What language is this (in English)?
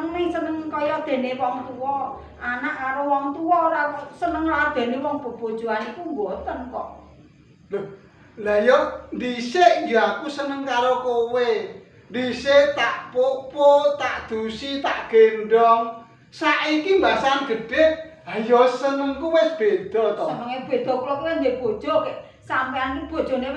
Javanese